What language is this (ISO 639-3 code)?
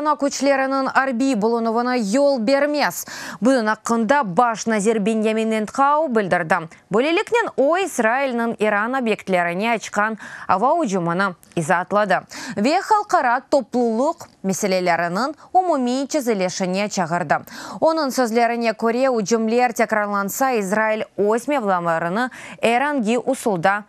crh